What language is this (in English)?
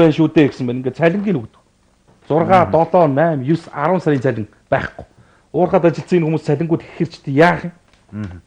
Mongolian